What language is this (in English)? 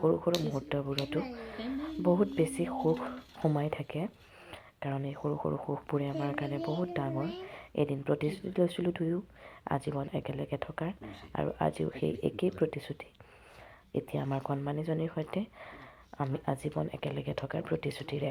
Assamese